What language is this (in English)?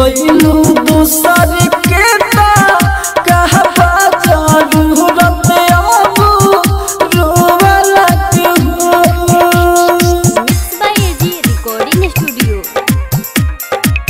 Bhojpuri